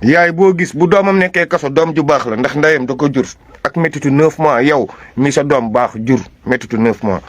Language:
Wolof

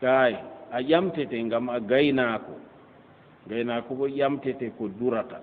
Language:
Fula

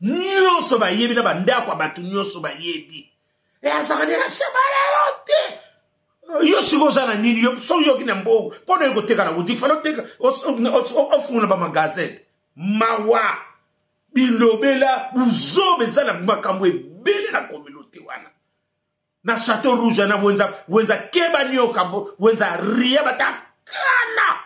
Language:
Lingala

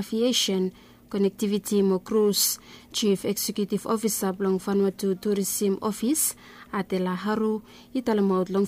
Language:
Bislama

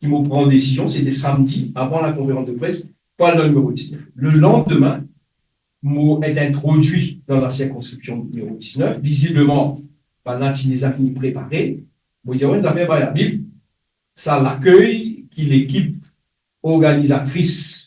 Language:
Morisyen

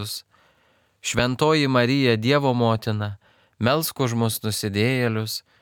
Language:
Lithuanian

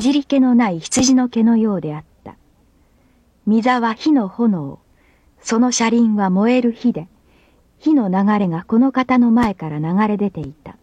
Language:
Japanese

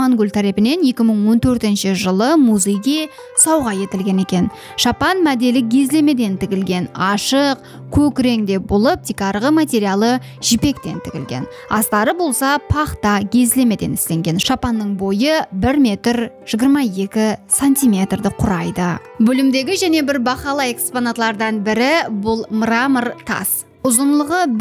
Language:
Kara-Kalpak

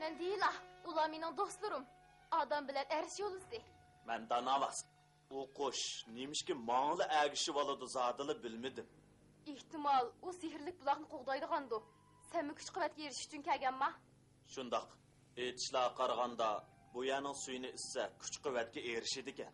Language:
Uyghur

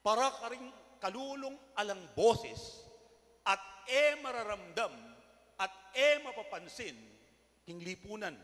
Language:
Pampanga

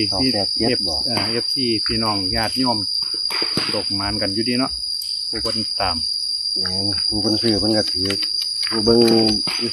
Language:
Northeastern Thai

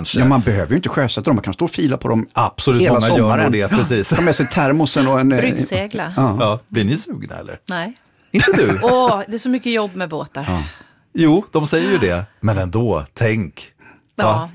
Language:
Swedish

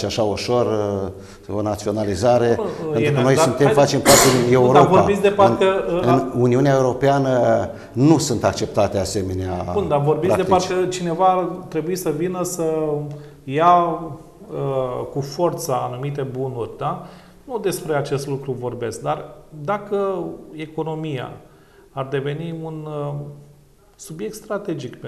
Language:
Romanian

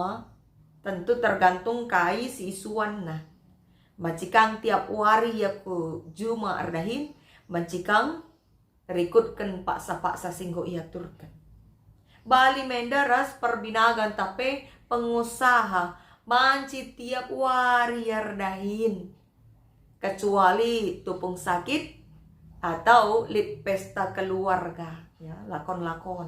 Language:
Batak Karo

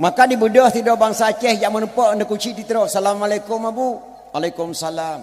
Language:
Achinese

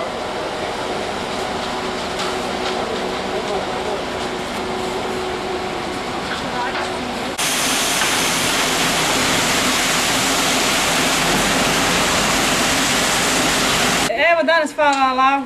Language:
Bosnian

